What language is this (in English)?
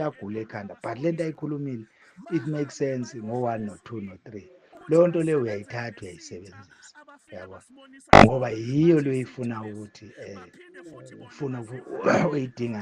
Zulu